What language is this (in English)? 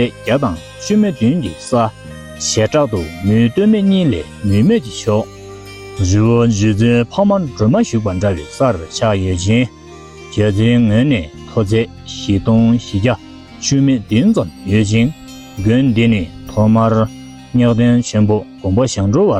Tibetan